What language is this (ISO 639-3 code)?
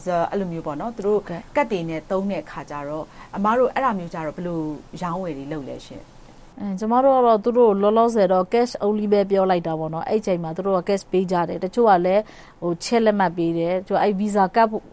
mya